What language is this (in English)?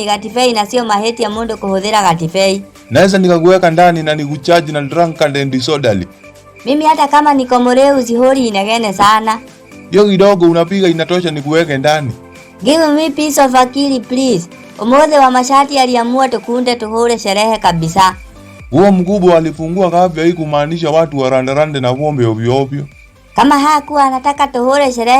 Kikuyu